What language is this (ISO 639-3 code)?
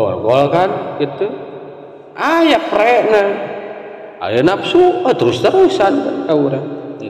sun